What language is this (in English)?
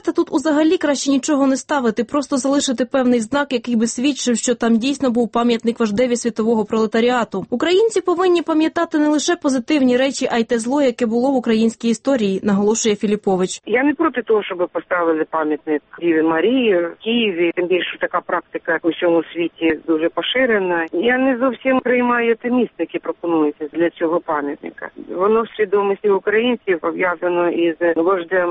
Ukrainian